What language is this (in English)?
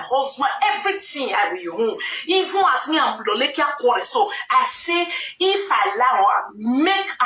Nigerian Pidgin